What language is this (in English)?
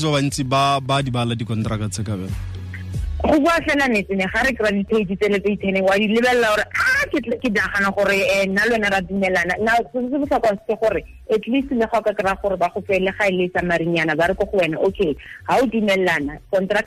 Tswana